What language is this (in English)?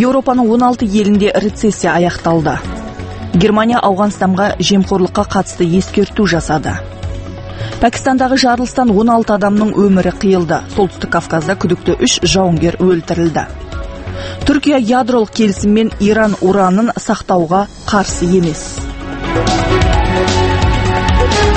Kazakh